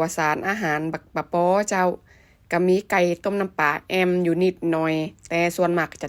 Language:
Lao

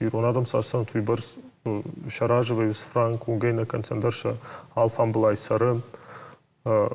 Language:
Ossetic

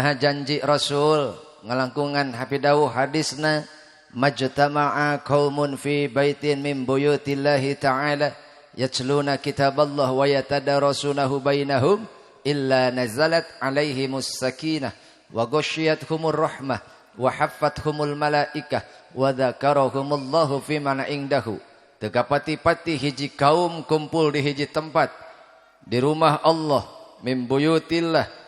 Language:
Sundanese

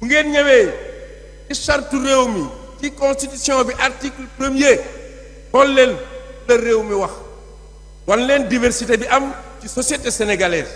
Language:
Wolof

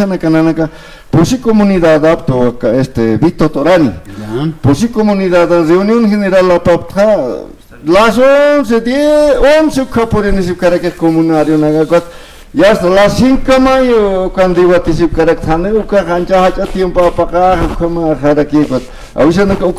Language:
Aymara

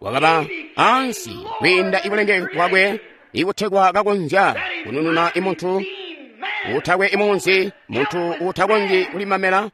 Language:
Tonga (Zambia)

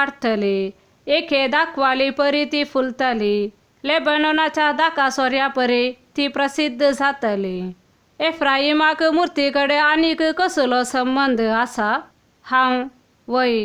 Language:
Konkani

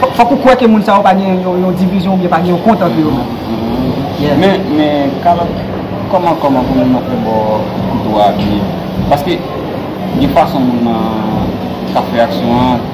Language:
Haitian Creole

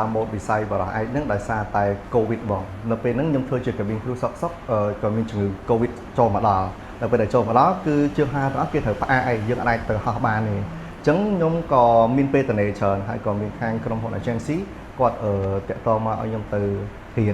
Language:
Khmer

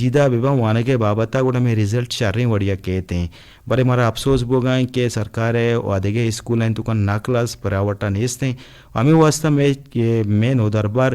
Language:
Eastern Balochi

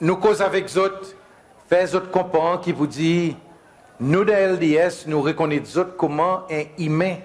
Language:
Seselwa Creole French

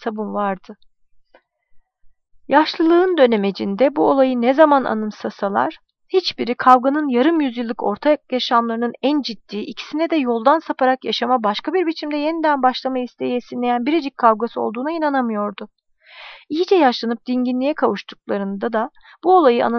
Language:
Turkish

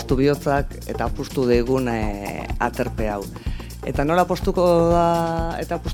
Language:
Basque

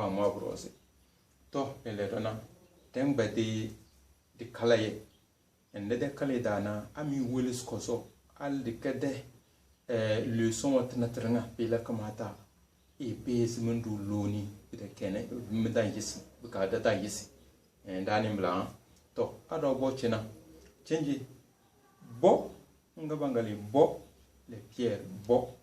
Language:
Tem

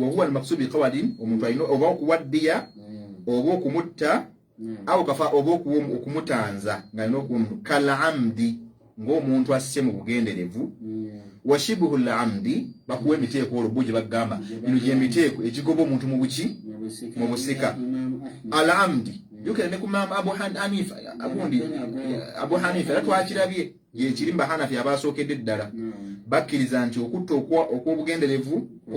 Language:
Ganda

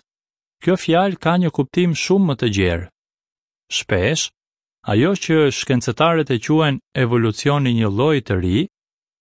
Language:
Albanian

